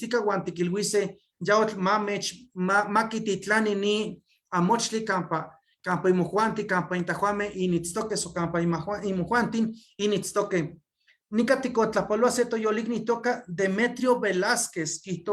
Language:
Eastern Huasteca Nahuatl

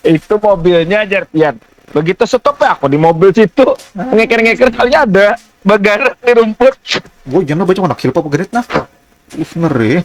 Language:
Banjar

